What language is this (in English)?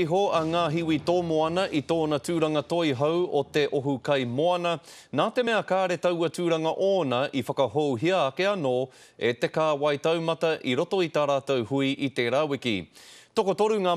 Māori